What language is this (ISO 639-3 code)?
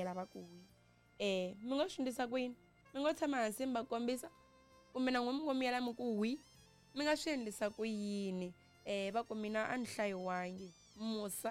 tso